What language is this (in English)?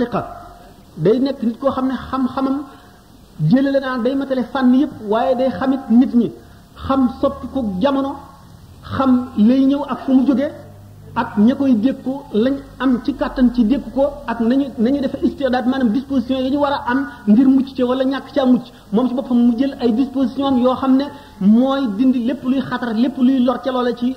Wolof